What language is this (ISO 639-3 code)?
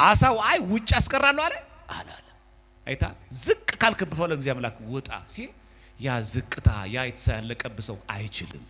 amh